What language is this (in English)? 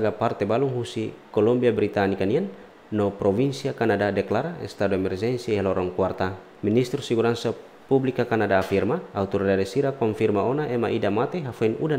Tetum